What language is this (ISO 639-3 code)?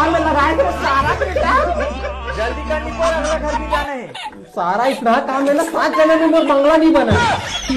hne